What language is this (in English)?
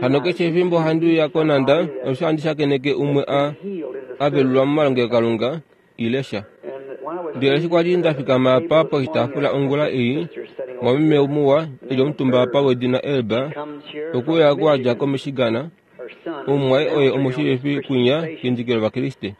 Kuanyama